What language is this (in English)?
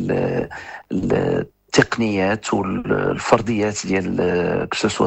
Moroccan Arabic